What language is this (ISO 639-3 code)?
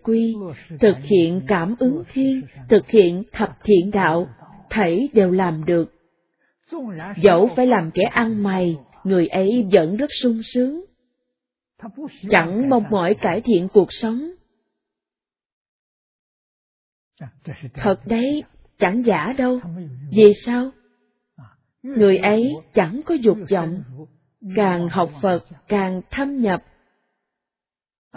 vie